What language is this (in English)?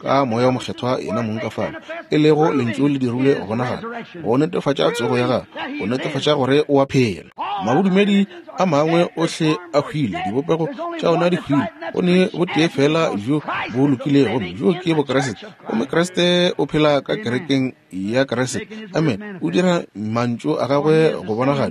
Northern Sotho